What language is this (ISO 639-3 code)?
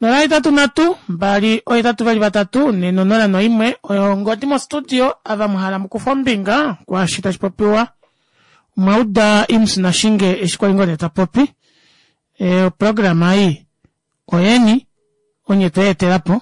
kua